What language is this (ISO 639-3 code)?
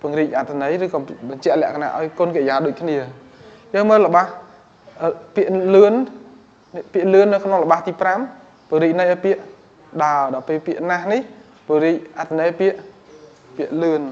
khm